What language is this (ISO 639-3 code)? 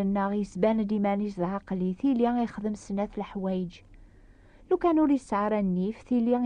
kab